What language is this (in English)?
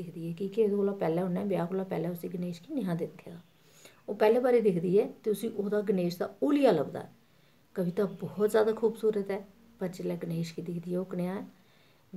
Dogri